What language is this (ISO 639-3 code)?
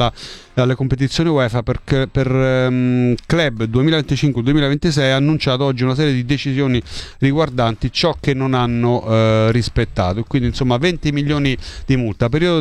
ita